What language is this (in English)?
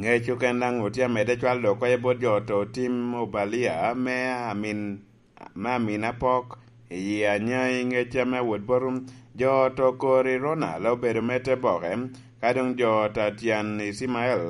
Lango (Uganda)